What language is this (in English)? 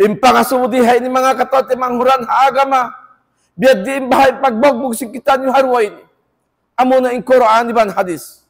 Tausug